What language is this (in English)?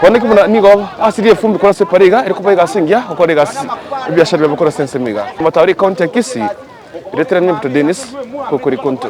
Gusii